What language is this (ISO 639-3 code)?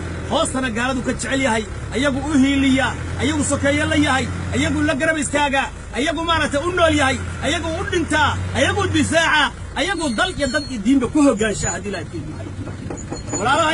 som